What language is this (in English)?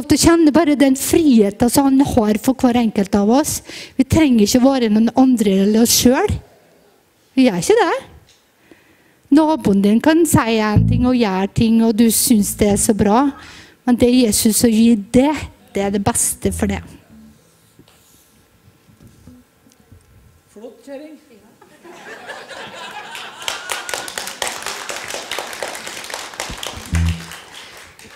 Norwegian